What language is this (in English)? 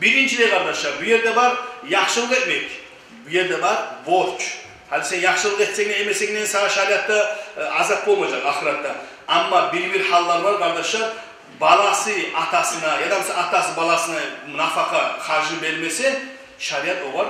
Kumyk